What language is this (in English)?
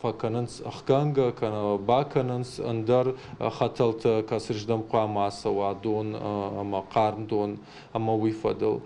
Ossetic